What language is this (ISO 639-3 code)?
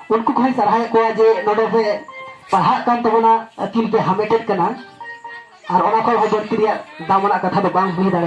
sat